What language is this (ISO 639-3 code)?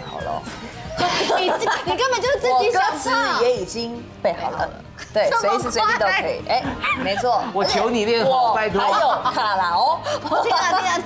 zho